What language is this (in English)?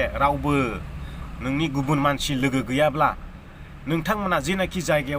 Bodo